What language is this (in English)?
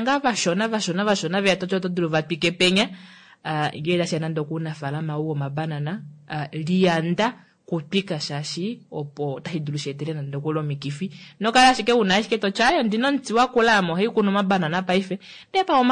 Kuanyama